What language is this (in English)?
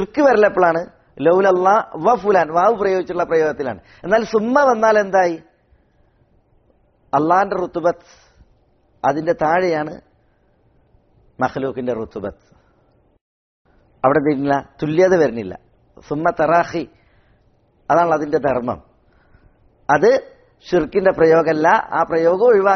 Malayalam